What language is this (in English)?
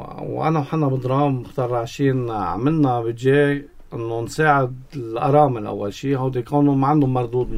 North Levantine Arabic